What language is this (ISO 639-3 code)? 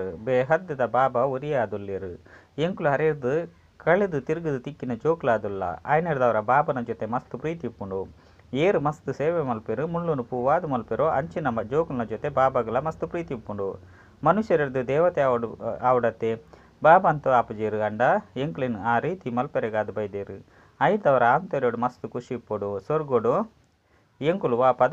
tcy